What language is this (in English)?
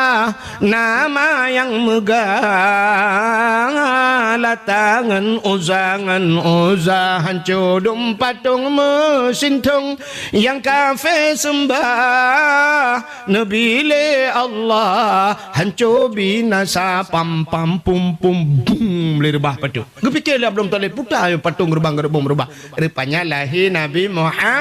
Achinese